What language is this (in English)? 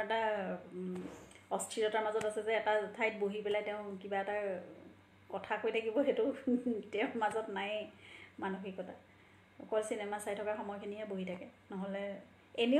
Assamese